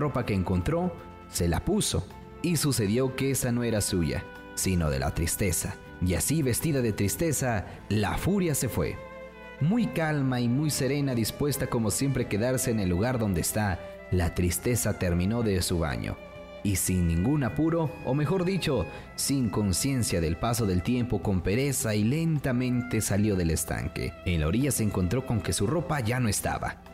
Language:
Spanish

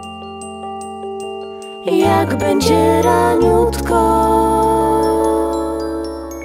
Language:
Polish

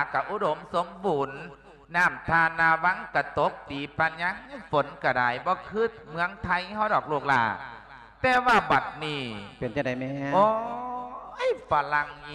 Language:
Lao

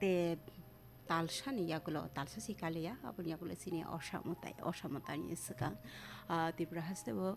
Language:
Kok Borok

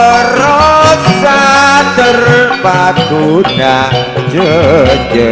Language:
Madurese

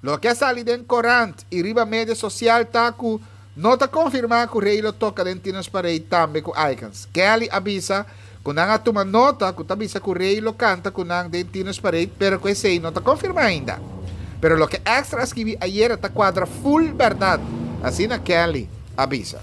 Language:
Papiamento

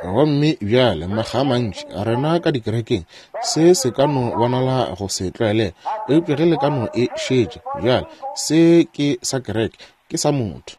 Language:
Northern Sotho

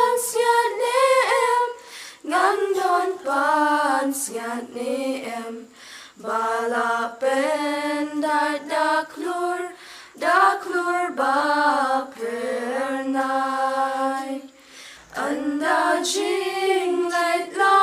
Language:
Khasi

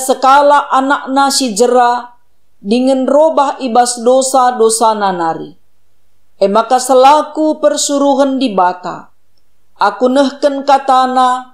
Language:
Batak Karo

